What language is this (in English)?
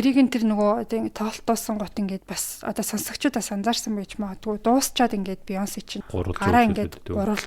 Mongolian